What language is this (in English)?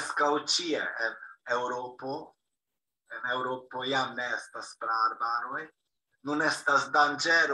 Esperanto